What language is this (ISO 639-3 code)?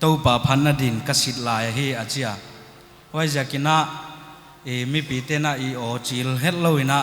pck